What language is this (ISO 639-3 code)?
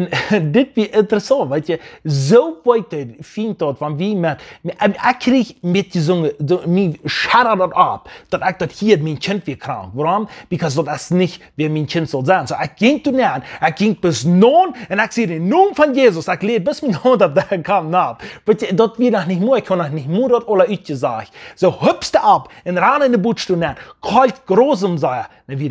pdt